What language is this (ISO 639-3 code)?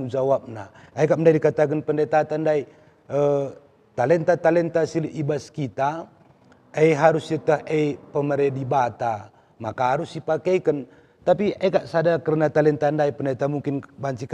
btx